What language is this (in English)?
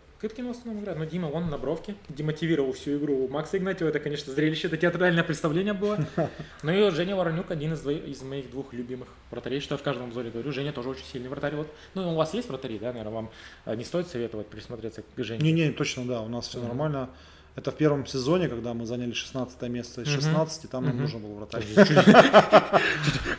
Russian